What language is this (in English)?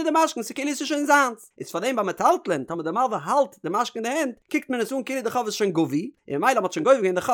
Yiddish